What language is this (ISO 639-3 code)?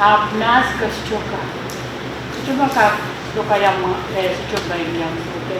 pon